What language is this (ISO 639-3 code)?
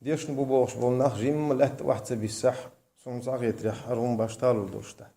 che